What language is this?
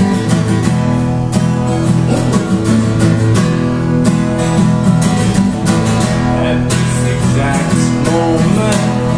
English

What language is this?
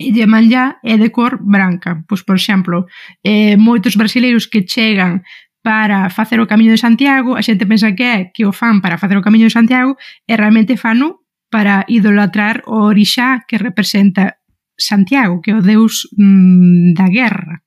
Galician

